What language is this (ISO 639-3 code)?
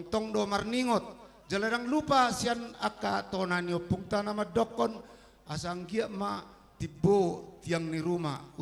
bbc